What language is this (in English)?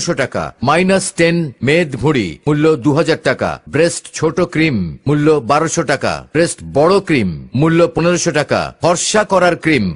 Bangla